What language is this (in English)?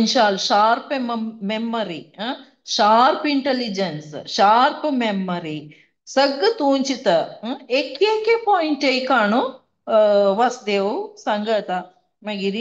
Konkani